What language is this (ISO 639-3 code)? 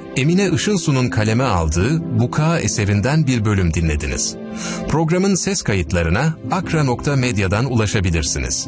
tur